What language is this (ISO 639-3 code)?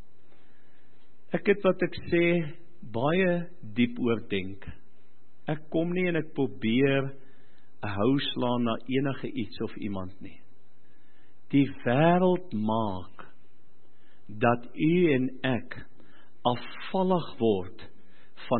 afr